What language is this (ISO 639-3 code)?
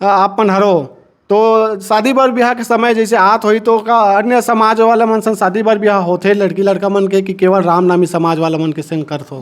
hne